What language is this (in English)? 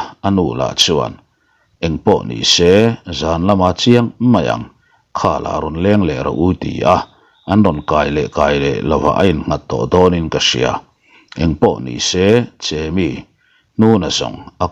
Mizo